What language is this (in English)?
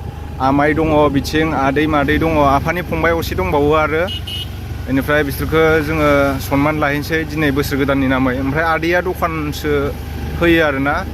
Bodo